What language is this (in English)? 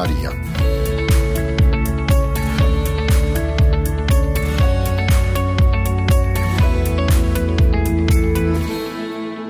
Dutch